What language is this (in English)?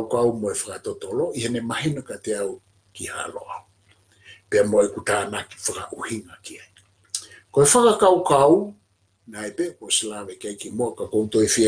Tongan